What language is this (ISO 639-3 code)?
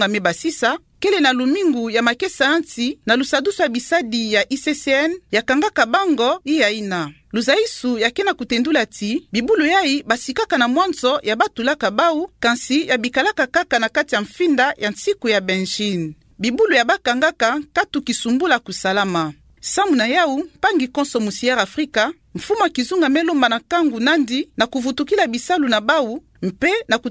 ktu